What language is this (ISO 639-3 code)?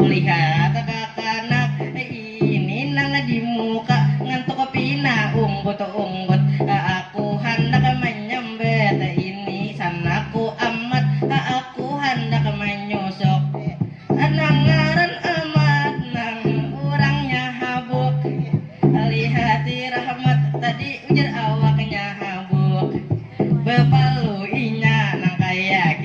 bjn